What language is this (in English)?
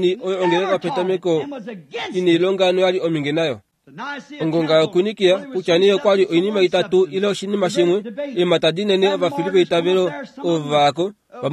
Kuanyama